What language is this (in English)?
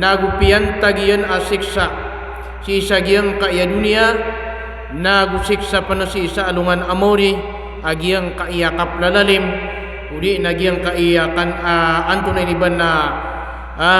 Maranao